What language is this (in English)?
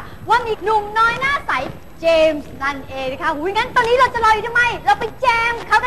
Thai